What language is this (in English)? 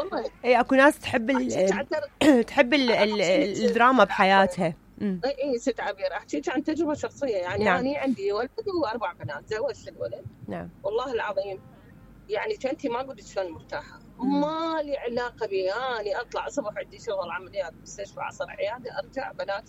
Mesopotamian Arabic